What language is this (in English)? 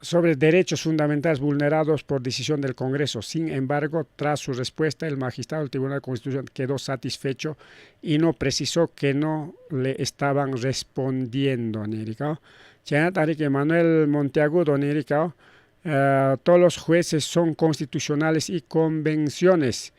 Ayacucho Quechua